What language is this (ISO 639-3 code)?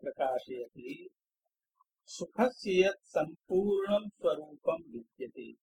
san